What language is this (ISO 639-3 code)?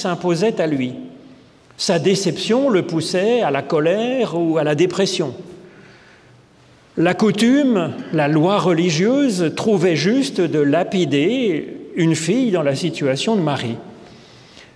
fra